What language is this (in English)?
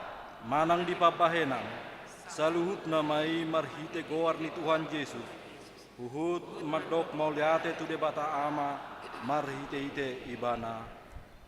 Batak Toba